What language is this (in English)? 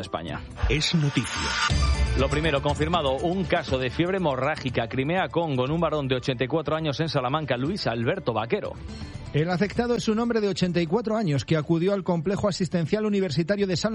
Spanish